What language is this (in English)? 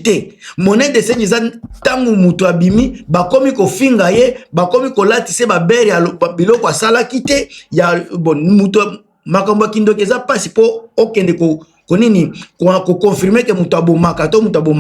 Lingala